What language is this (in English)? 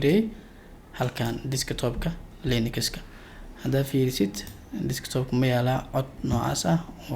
Somali